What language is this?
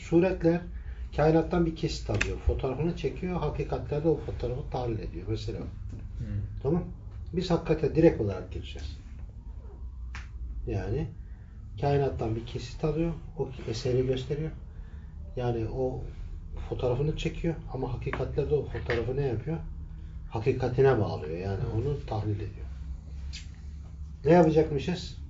Turkish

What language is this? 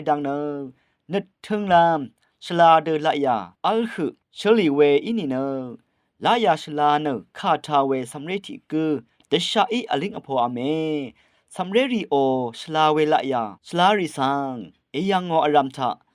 Rawang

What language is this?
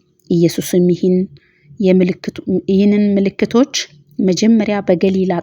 Amharic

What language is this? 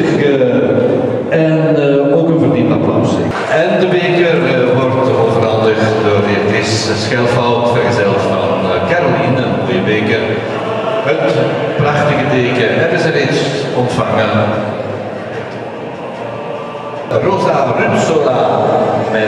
Dutch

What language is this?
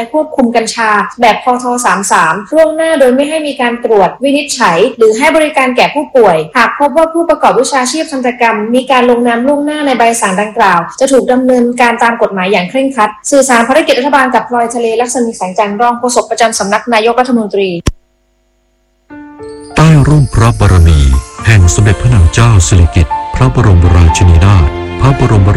Thai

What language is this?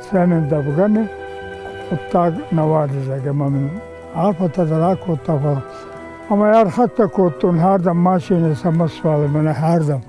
Ossetic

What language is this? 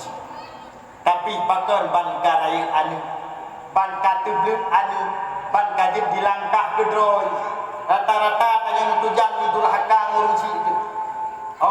Achinese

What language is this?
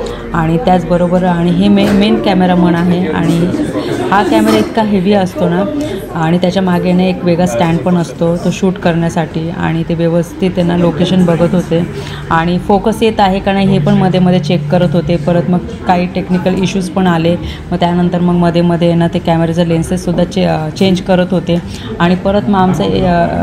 Marathi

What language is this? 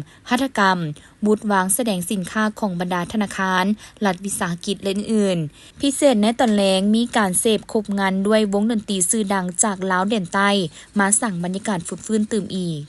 Lao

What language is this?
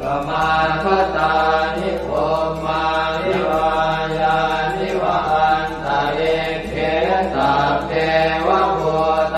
Pali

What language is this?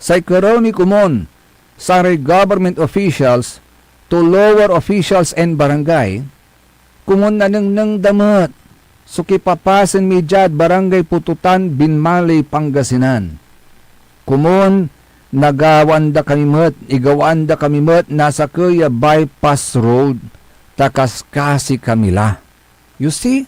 Pangasinan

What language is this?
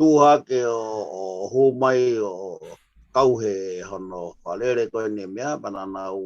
Tongan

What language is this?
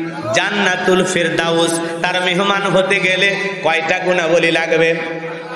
Bangla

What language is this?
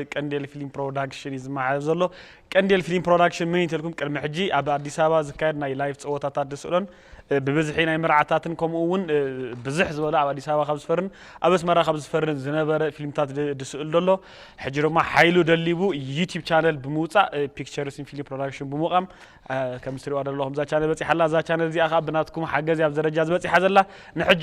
Tigrinya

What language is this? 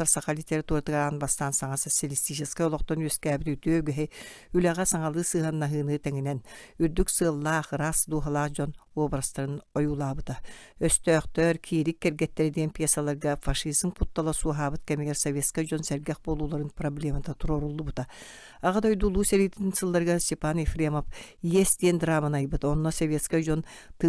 Yakut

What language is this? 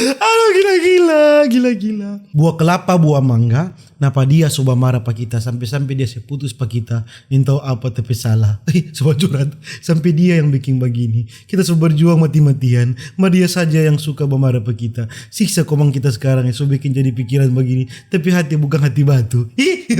Manado Malay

